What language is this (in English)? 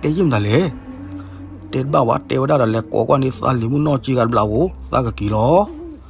S'gaw Karen